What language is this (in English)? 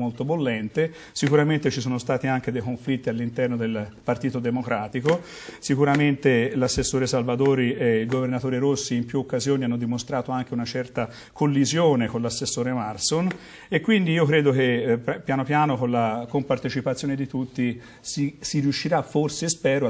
Italian